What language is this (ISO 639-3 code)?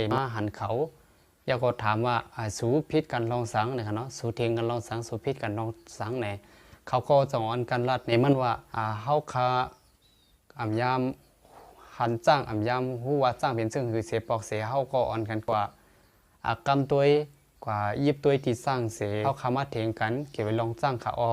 shn